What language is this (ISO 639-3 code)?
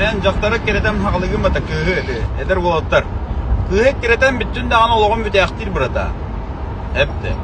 sah